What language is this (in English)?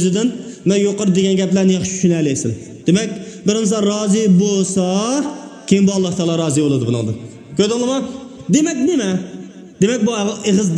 Uyghur